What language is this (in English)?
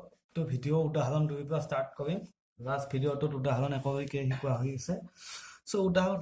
Assamese